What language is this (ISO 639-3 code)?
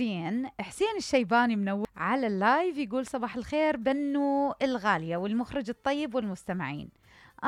acm